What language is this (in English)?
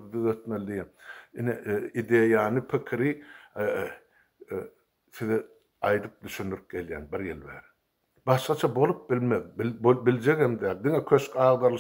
Turkmen